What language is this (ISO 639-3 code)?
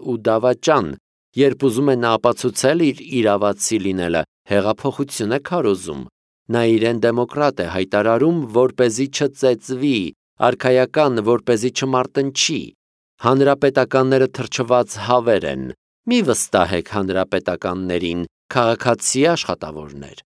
hye